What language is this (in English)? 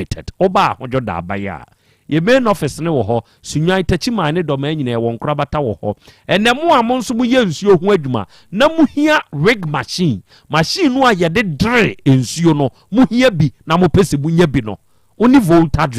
Akan